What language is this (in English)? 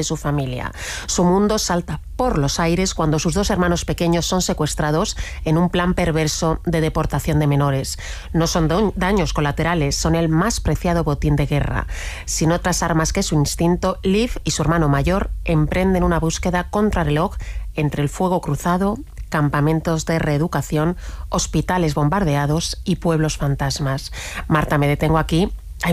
Spanish